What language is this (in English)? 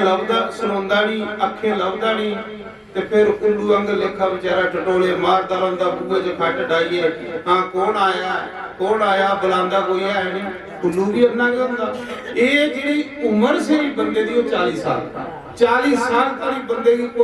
Dogri